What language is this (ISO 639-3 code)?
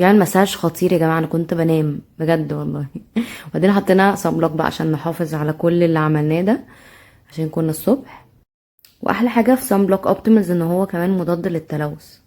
arz